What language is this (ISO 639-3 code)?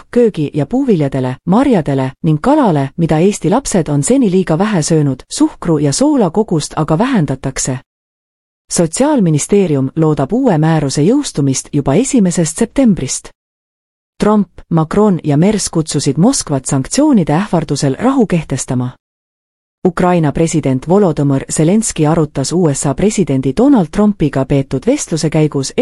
est